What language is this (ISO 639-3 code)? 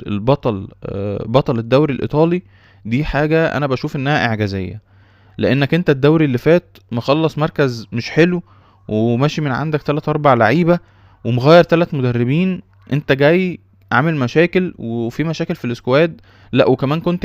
arz